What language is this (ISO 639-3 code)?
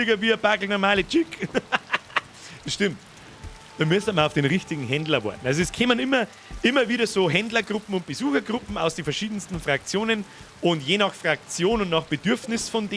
bar